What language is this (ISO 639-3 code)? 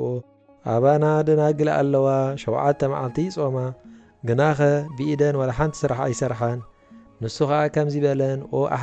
tir